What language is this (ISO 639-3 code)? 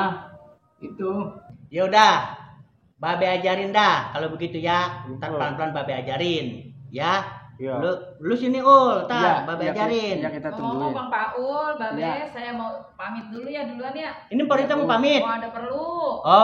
bew